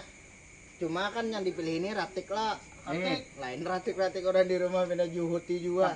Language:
Banjar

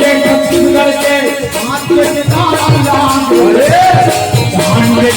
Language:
Chhattisgarhi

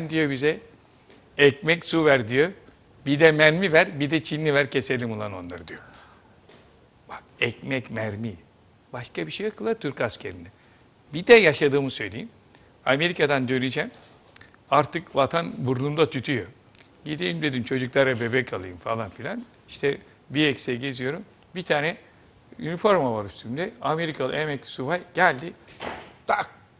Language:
Turkish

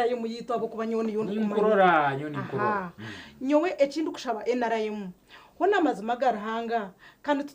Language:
Nyankole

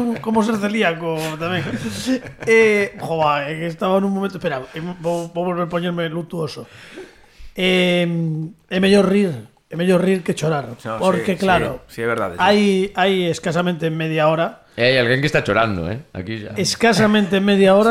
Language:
Galician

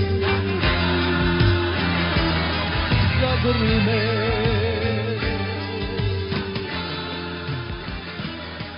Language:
Serbian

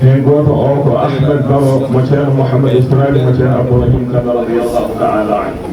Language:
Fula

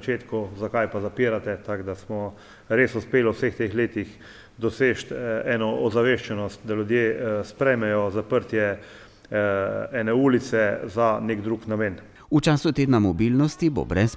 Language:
Slovenian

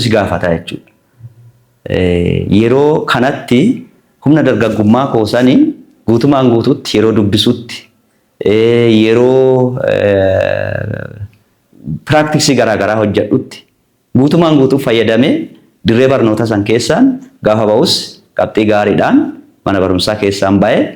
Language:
Oromo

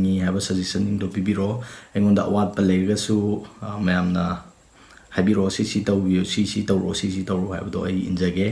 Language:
Manipuri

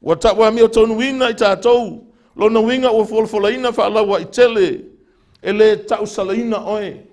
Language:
Samoan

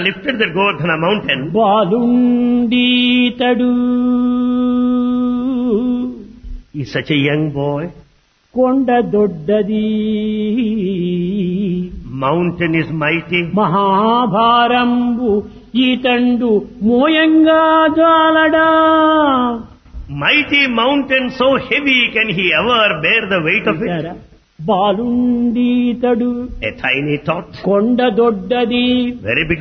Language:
Telugu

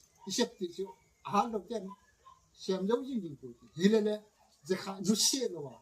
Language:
Gangte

